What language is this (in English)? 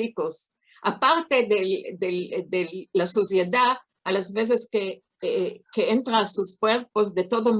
Ladino